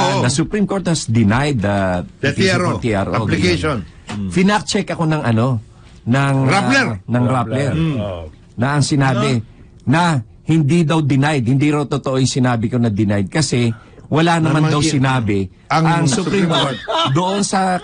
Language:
Filipino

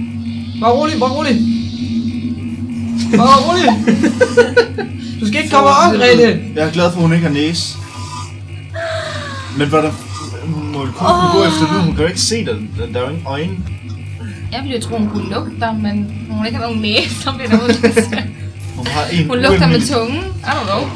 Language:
Danish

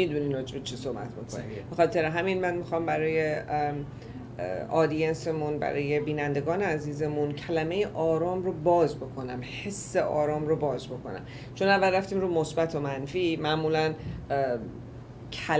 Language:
Persian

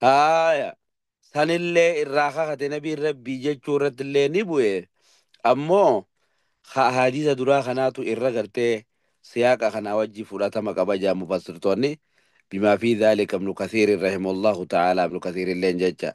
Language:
Oromo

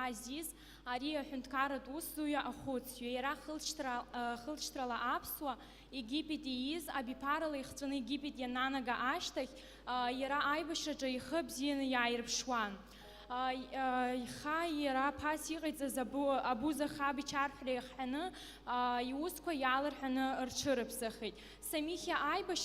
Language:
Abkhazian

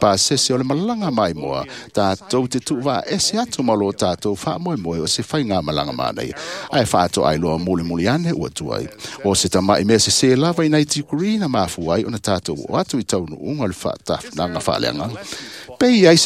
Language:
Samoan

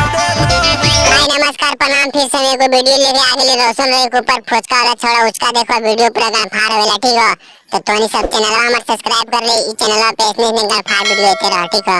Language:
Magahi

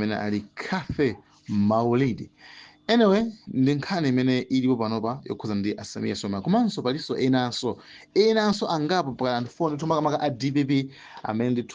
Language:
Nyanja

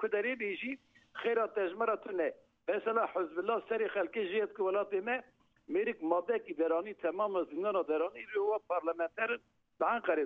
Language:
Kurdish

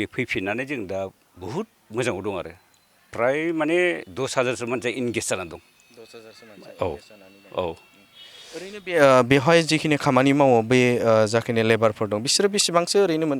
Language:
Bodo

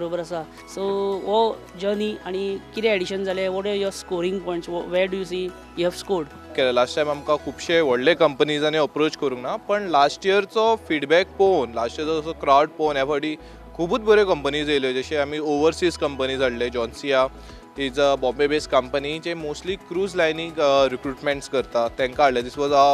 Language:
Konkani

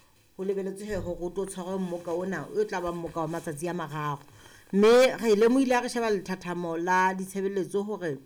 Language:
Southern Sotho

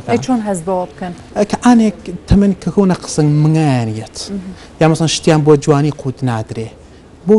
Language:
Central Kurdish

